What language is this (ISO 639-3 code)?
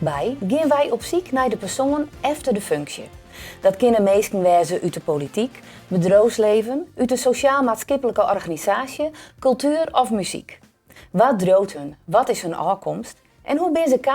fry